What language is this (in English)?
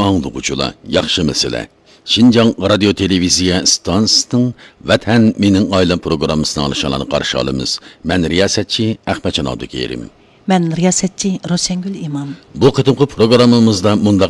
Uyghur